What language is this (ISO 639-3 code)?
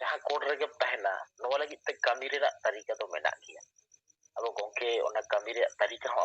sat